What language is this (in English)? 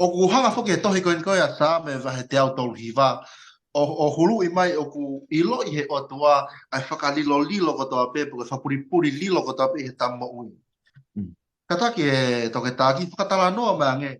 Tongan